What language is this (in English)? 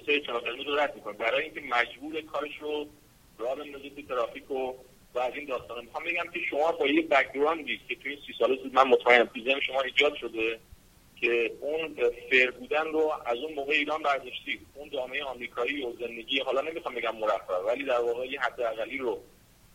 Persian